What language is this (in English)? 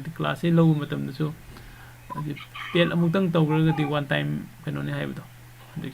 Manipuri